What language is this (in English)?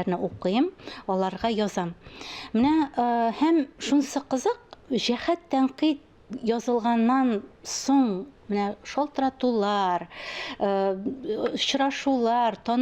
Tatar